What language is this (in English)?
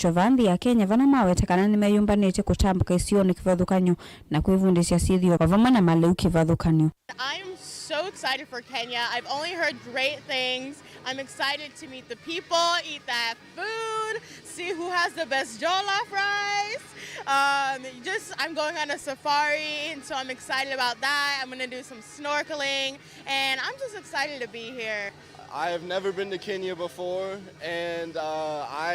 Kamba